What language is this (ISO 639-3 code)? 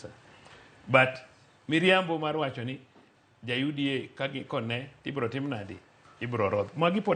luo